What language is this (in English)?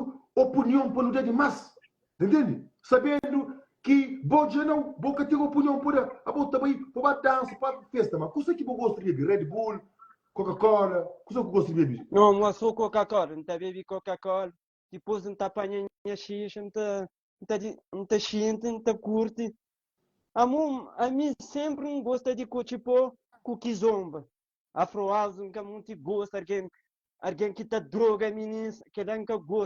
Kabuverdianu